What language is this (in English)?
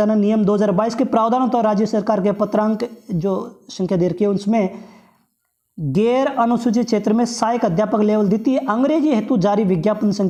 Hindi